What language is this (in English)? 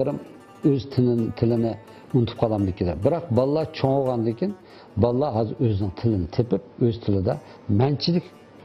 Uyghur